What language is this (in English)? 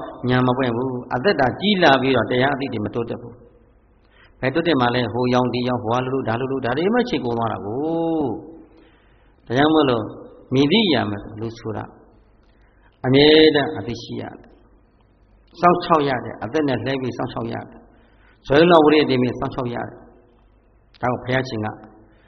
Burmese